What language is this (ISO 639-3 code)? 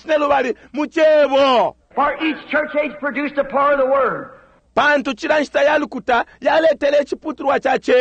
bem